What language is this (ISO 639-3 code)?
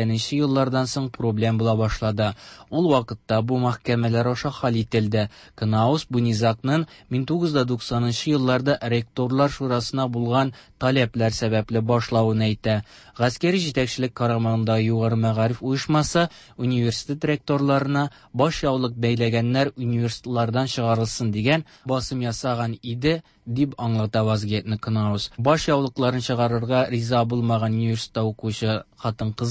tat